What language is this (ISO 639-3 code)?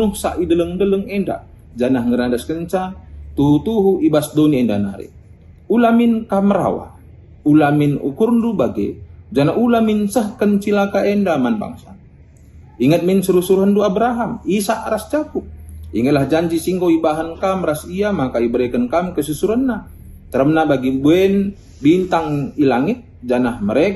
btx